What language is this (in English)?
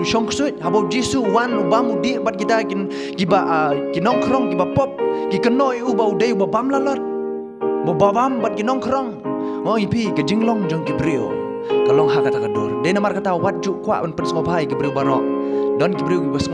Khasi